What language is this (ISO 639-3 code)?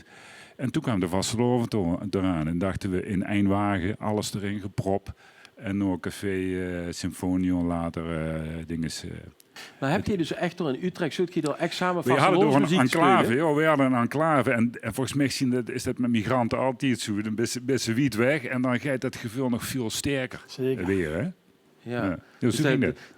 lim